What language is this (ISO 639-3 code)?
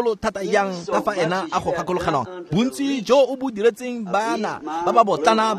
tsn